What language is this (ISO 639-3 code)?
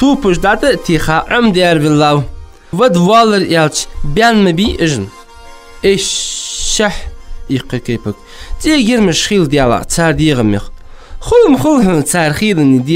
inh